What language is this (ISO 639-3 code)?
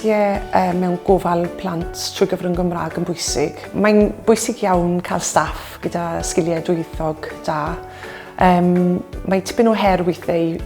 cym